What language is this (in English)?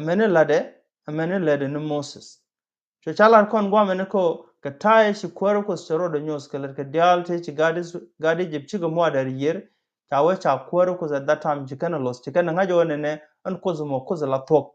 Nuer